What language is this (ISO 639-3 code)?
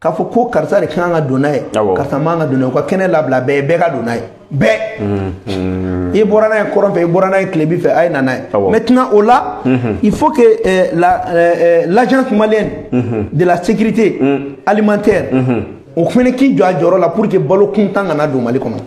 bam